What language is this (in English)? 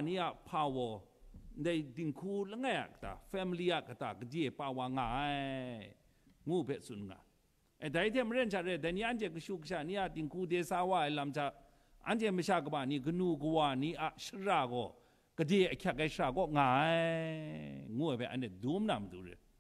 Kachin